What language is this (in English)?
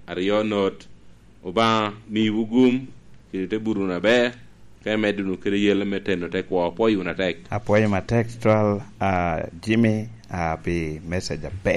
Lango (Uganda)